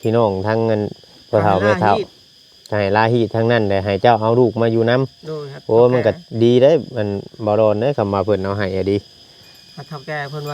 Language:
Northeastern Thai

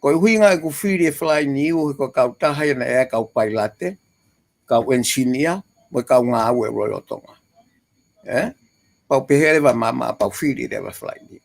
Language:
Tongan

